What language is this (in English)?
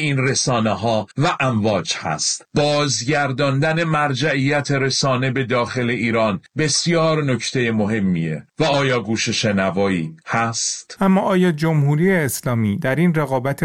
Persian